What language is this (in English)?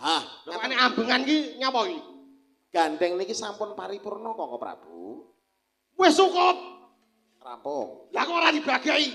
Javanese